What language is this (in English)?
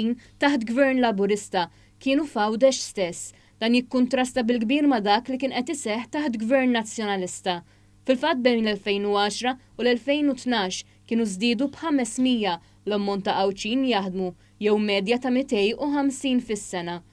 Maltese